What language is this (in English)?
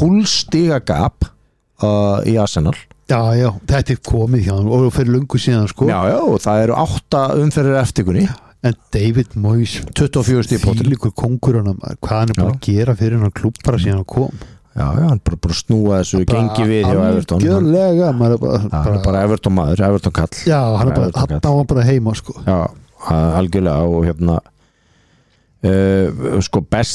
Icelandic